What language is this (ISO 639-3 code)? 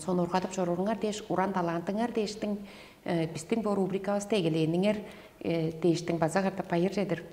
tyv